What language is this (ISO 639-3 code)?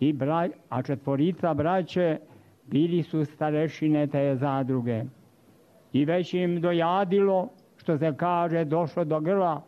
srp